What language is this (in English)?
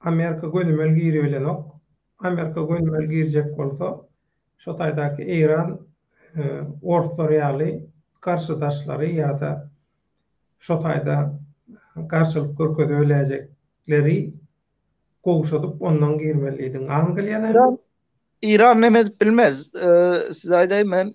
Turkmen